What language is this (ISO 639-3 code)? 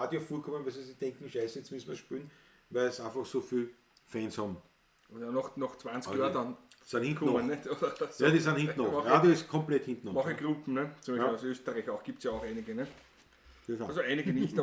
bar